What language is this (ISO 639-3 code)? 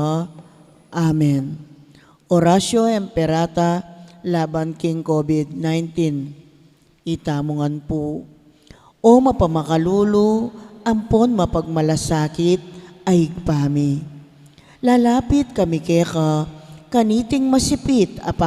pam